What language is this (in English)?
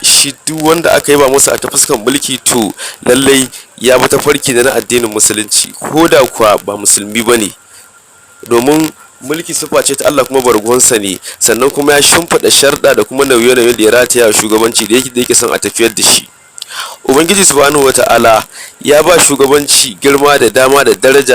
Hausa